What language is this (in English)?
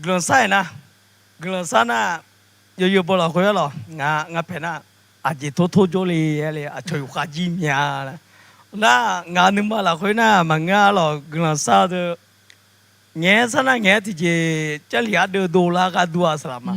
Akha